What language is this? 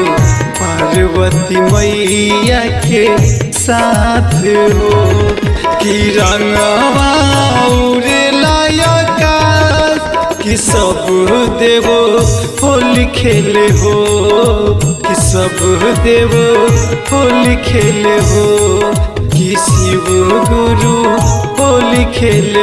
Bhojpuri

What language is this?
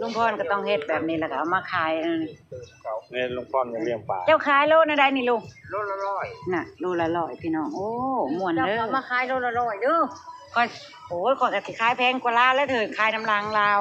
Northeastern Thai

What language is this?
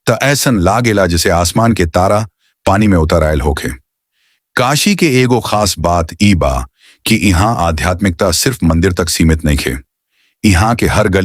Bhojpuri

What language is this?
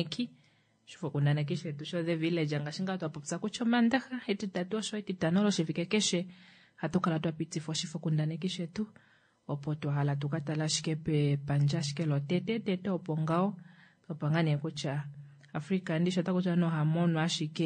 Kuanyama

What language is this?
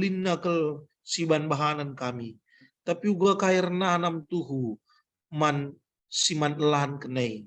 Batak Karo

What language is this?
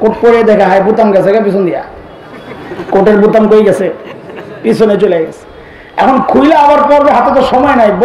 Bangla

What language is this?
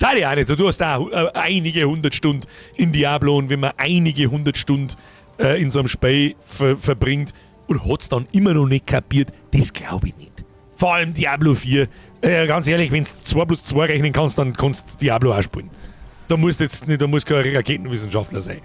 Bavarian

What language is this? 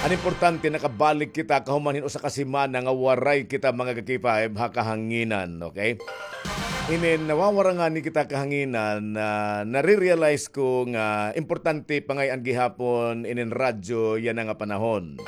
Waray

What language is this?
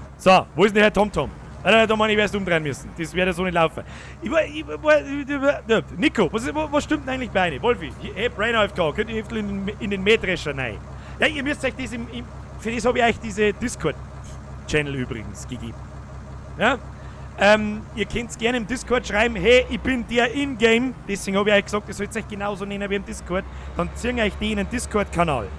Bavarian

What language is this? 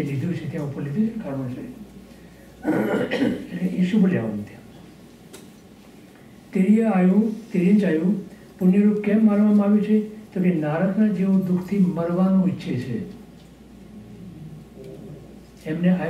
Gujarati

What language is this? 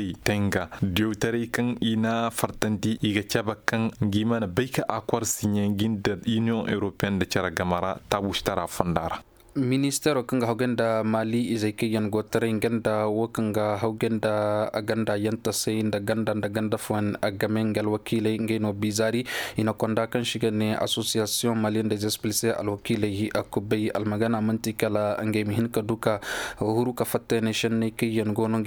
Koyraboro Senni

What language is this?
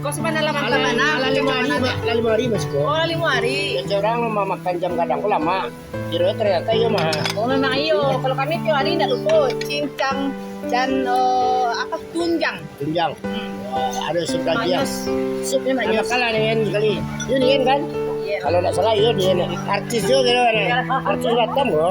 Minangkabau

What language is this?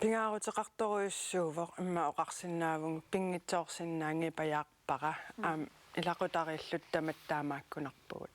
Kalaallisut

